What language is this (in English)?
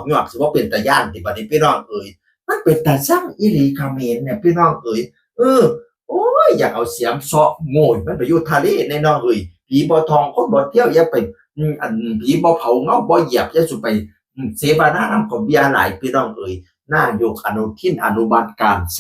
Northeastern Thai